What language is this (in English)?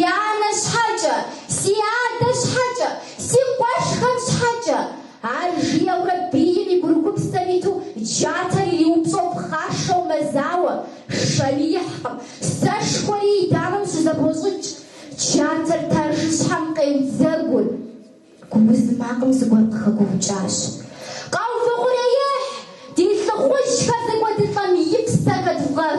Kabardian